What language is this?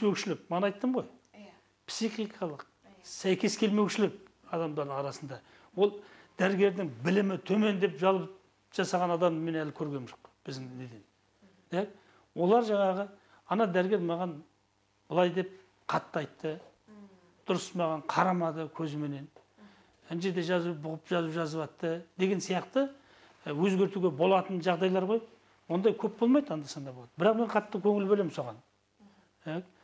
Kazakh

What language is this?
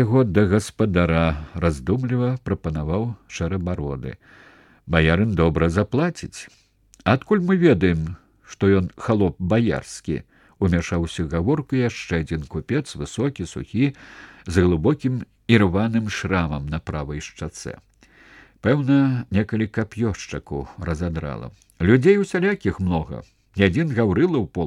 Belarusian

